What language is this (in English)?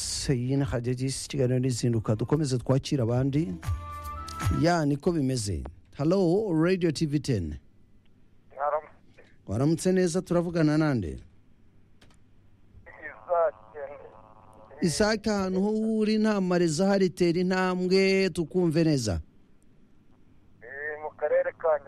Kinyarwanda